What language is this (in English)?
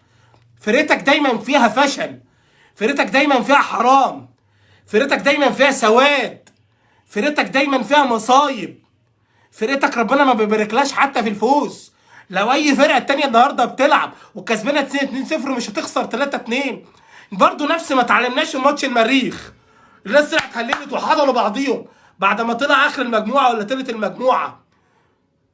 Egyptian Arabic